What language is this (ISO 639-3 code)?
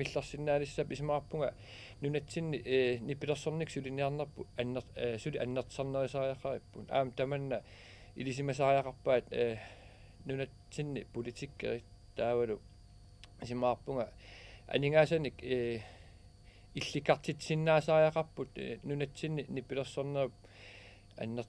kal